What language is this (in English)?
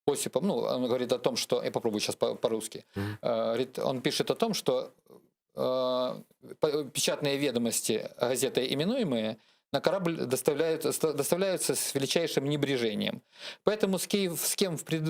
Crimean Tatar